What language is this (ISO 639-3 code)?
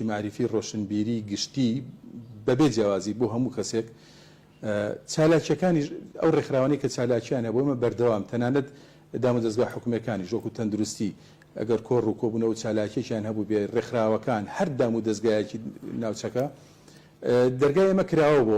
ckb